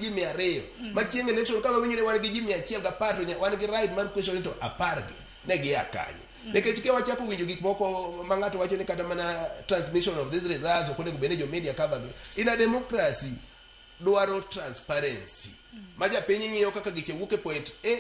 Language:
Luo (Kenya and Tanzania)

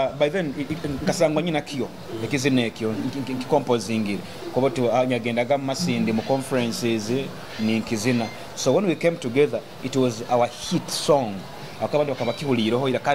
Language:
Nyoro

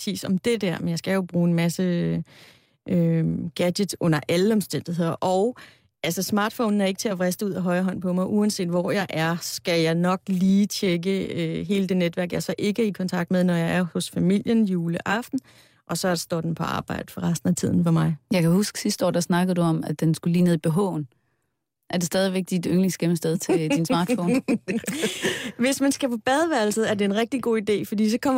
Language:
Danish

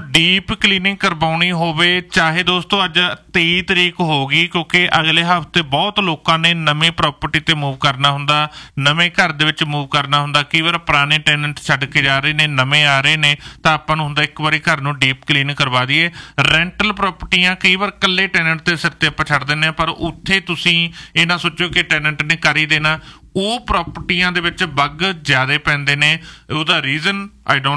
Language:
Punjabi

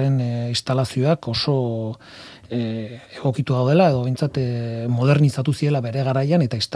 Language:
Basque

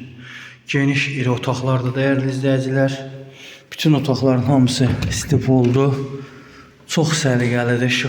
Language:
Azerbaijani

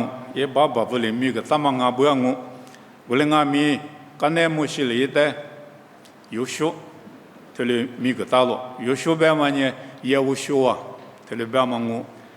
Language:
Lisu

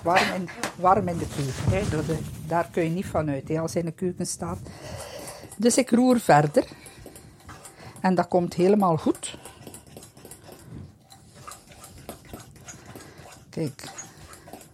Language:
Dutch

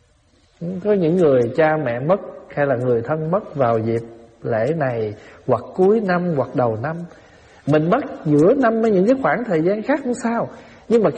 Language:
Vietnamese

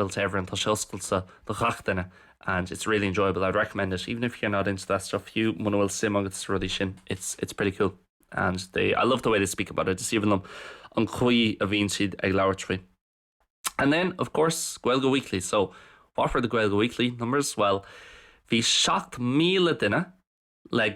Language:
Irish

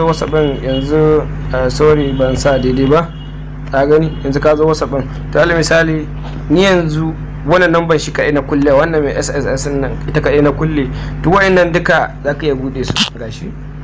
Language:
Hausa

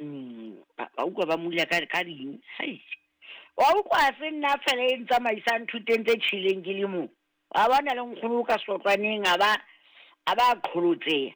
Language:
Southern Sotho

